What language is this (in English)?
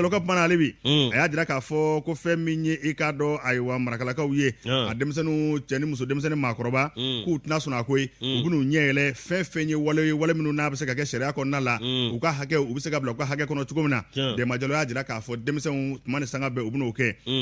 Bambara